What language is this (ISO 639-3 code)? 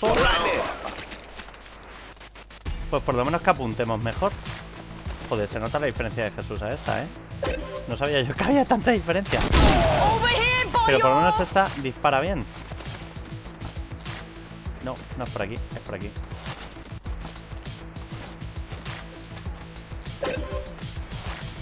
spa